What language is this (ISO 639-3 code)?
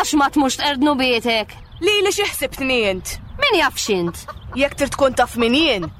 mlt